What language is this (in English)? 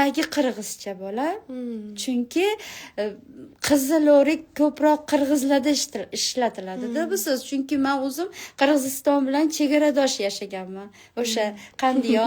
Uzbek